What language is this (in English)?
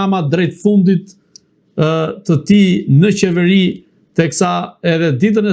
Albanian